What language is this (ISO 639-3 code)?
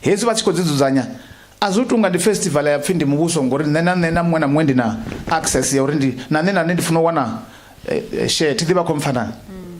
ven